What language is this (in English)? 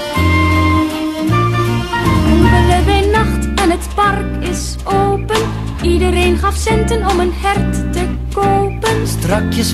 Dutch